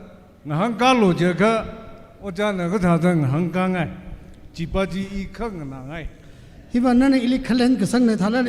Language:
Tangkhul Naga (India)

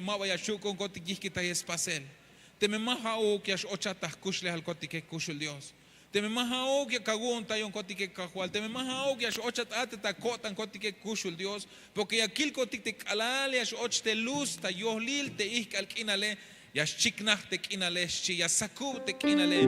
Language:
Tzeltal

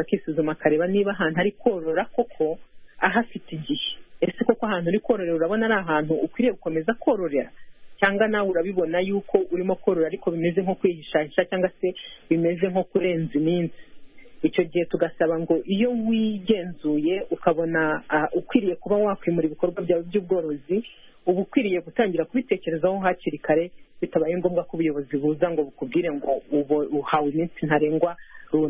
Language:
Kinyarwanda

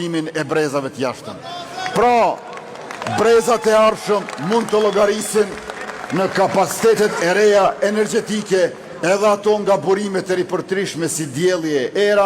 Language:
Albanian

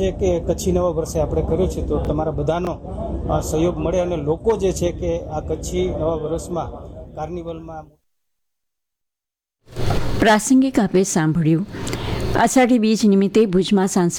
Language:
Gujarati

